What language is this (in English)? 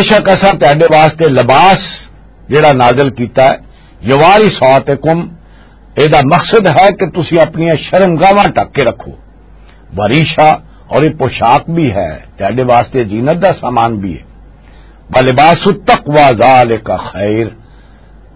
Western Panjabi